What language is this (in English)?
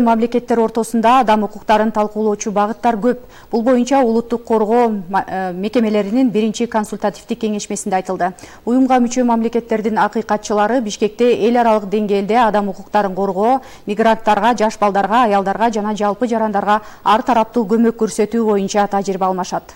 Kyrgyz